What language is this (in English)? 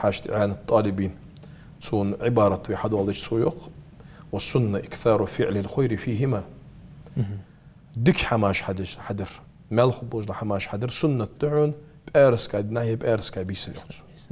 Ingush